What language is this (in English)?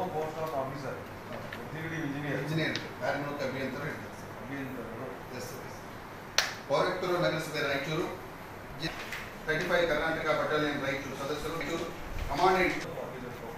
Kannada